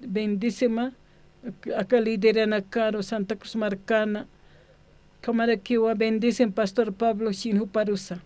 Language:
Aymara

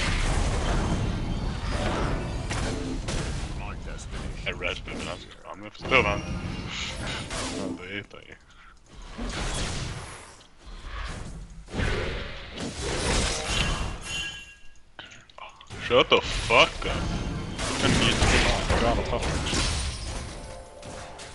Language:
Norwegian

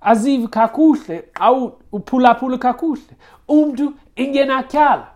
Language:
Xhosa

